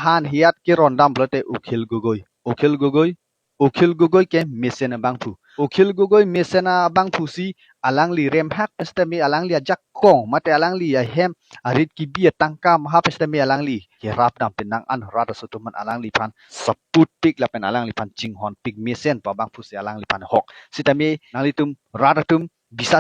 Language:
Karbi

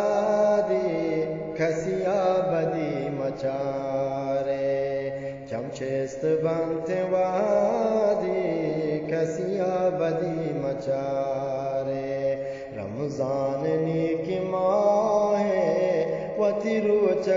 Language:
Eastern Balochi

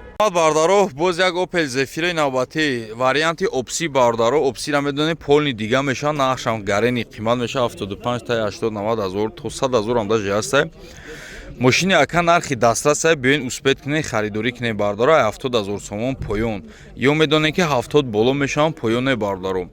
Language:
Tajik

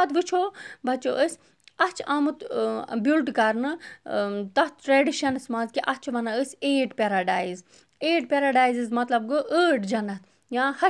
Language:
Kashmiri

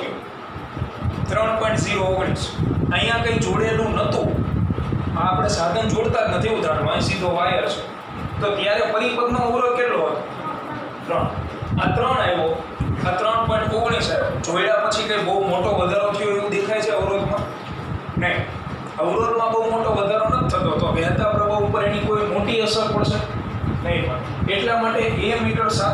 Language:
Gujarati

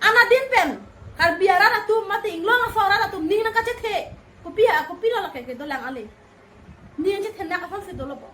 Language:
Karbi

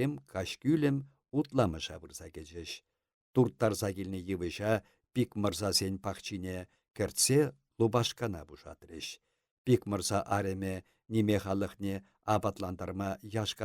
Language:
Chuvash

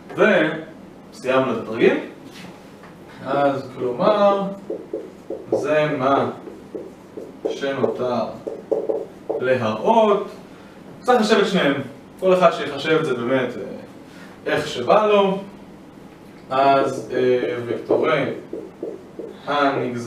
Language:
Hebrew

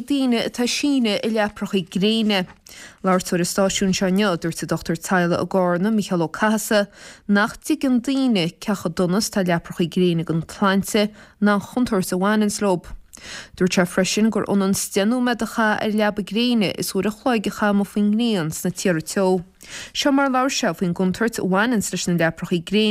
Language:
Irish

